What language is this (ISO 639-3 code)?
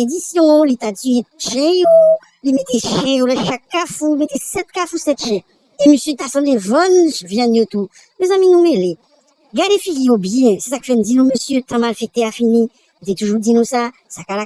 hat